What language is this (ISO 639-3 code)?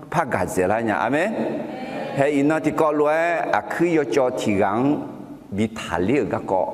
ahk